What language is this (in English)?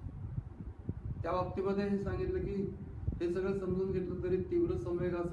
Marathi